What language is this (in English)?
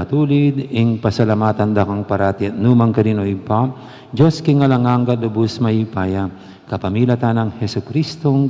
Pampanga